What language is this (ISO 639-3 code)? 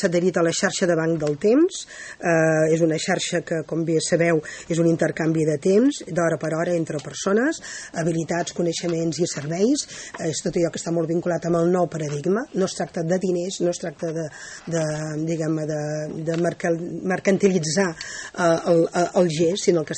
cat